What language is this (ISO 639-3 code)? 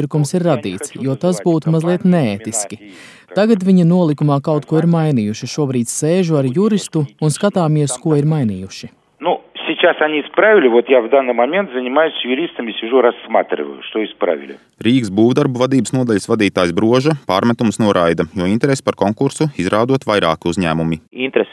lav